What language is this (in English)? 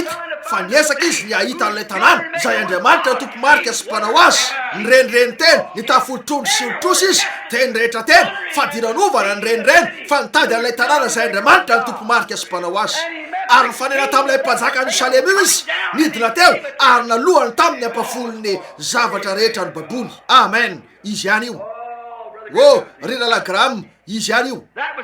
Malagasy